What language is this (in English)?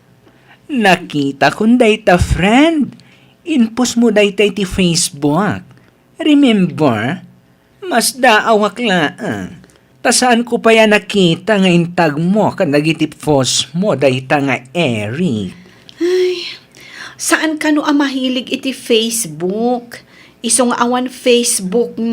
Iloko